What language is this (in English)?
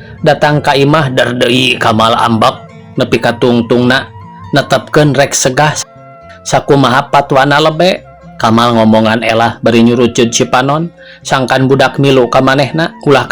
Sundanese